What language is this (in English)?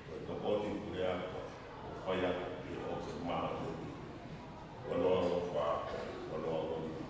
Tongan